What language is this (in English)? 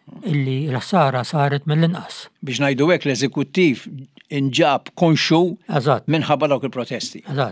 Maltese